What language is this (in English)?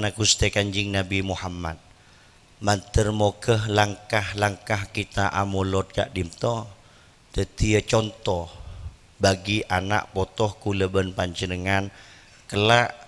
Madurese